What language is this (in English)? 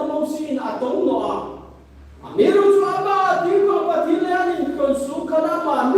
Hmar